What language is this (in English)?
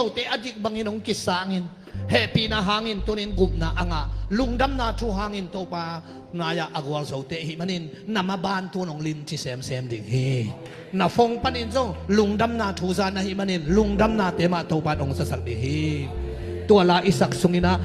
Tedim Chin